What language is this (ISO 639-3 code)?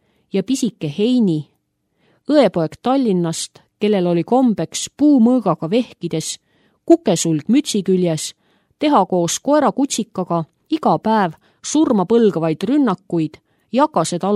est